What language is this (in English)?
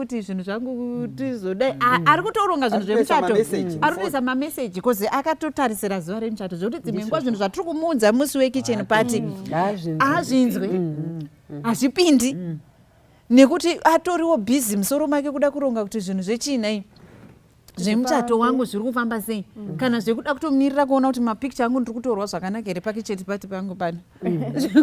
Shona